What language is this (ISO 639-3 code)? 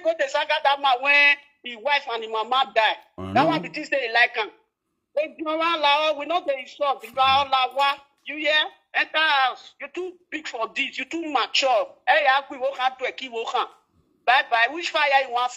pcm